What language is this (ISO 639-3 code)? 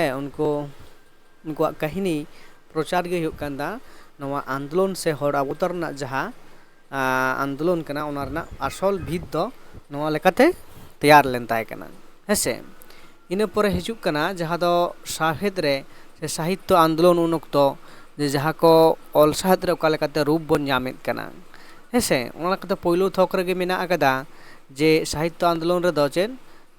sat